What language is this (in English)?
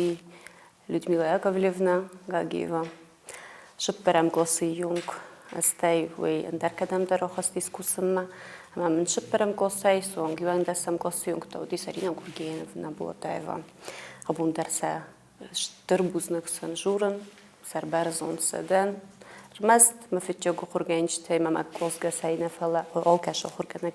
Ossetic